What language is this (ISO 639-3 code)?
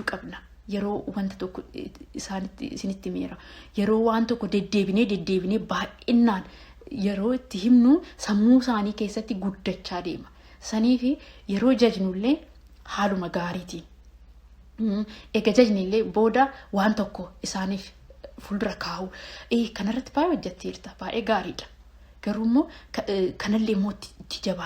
orm